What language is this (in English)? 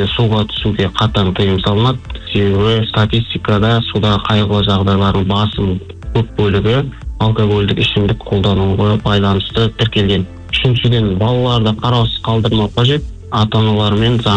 Kazakh